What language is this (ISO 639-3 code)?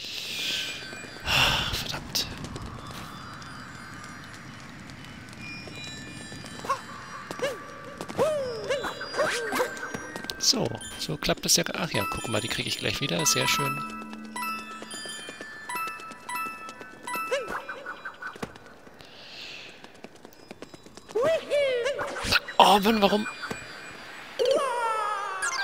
deu